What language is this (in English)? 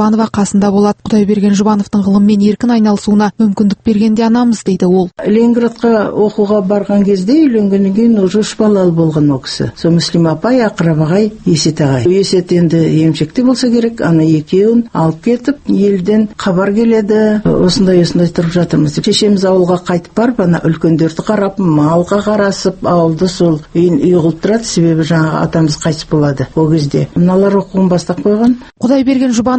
Kazakh